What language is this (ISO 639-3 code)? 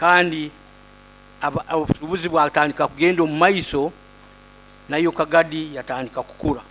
nyo